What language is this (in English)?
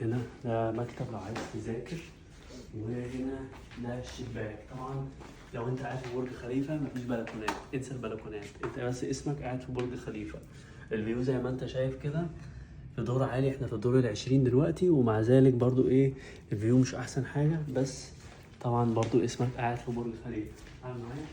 Egyptian Arabic